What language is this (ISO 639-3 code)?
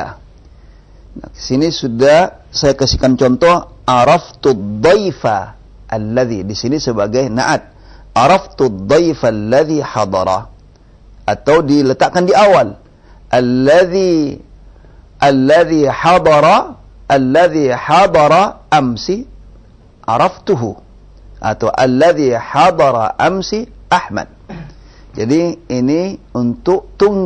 ind